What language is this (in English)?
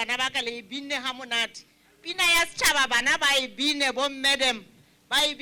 Southern Sotho